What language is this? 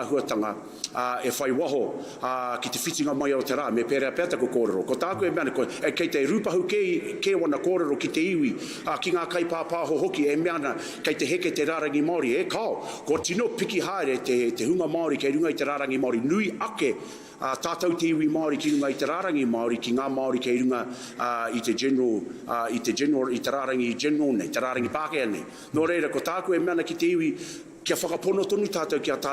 Māori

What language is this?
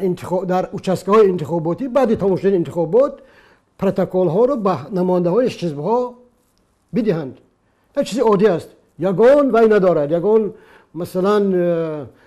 Tajik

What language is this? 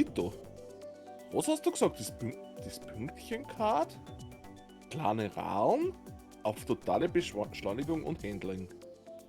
Bavarian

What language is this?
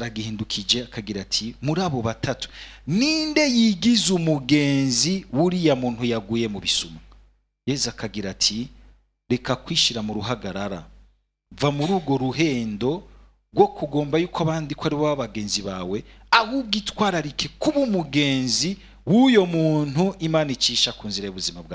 Rundi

